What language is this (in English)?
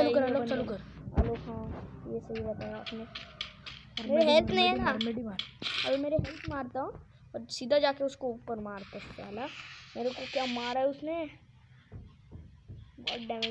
Hindi